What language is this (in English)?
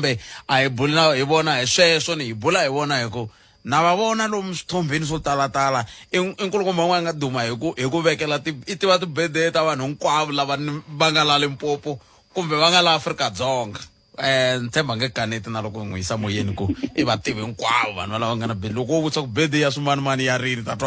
Tsonga